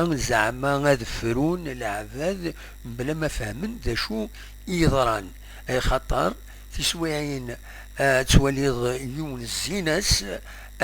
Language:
Kabyle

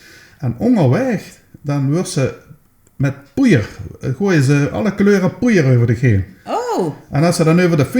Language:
Limburgish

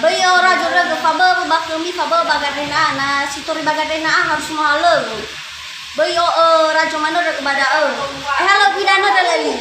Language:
Nias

